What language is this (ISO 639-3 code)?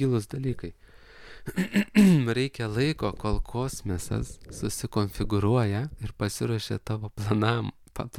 lit